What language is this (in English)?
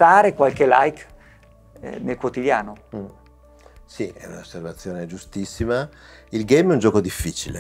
Italian